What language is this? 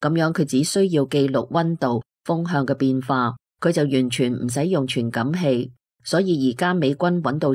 Cantonese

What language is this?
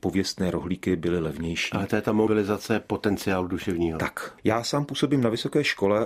Czech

